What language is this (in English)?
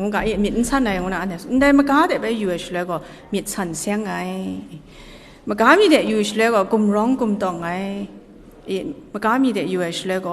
Kachin